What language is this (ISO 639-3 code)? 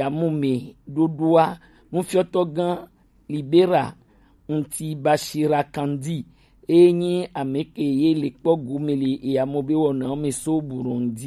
gej